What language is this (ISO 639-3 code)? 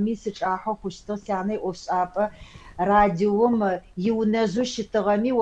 ady